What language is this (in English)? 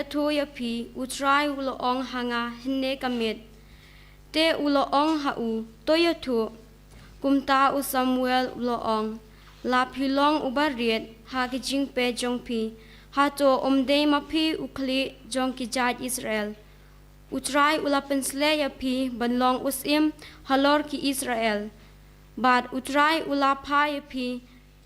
Khasi